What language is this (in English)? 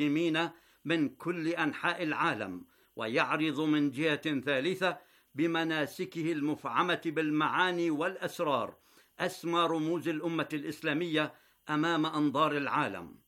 Arabic